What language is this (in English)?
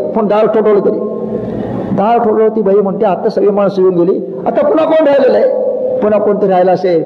Marathi